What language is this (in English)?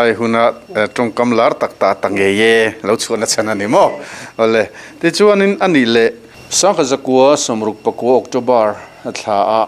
Mizo